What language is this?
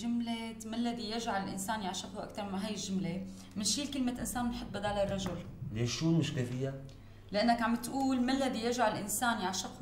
North Levantine Arabic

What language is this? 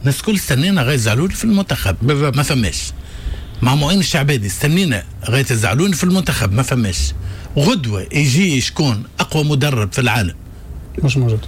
Tunisian Arabic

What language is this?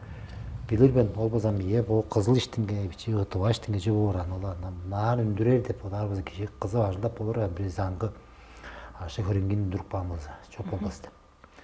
Tuvinian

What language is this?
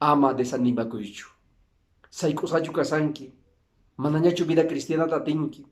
Quechua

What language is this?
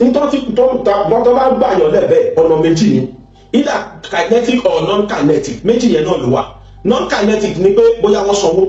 Yoruba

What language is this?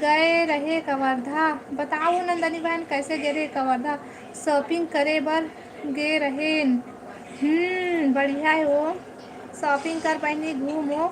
Chhattisgarhi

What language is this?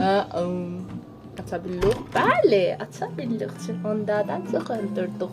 South Azerbaijani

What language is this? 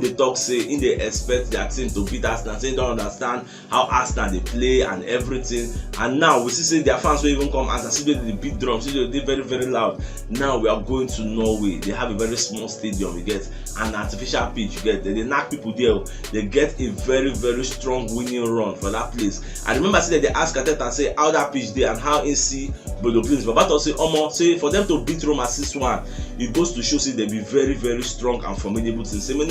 Nigerian Pidgin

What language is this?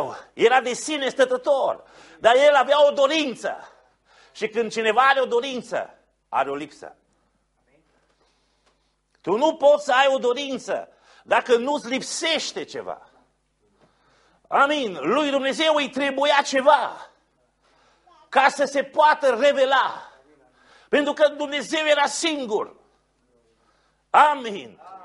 Romanian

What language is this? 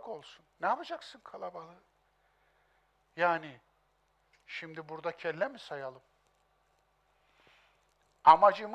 Turkish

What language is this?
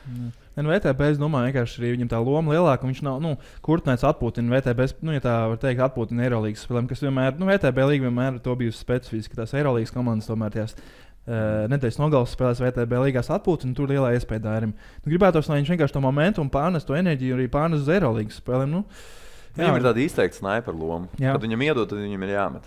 Latvian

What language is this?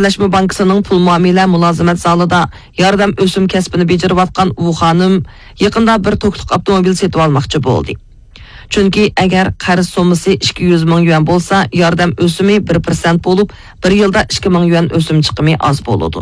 Uyghur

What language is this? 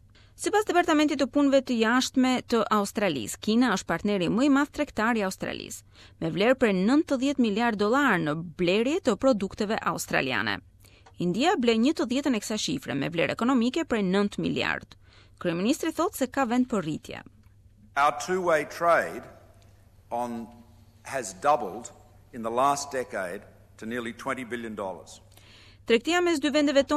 Albanian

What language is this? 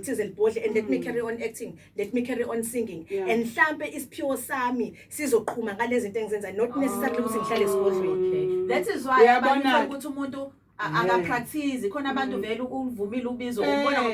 Zulu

